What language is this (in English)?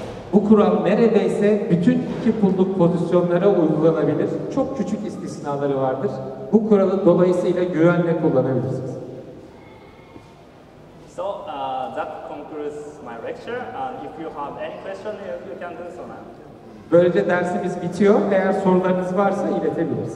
Turkish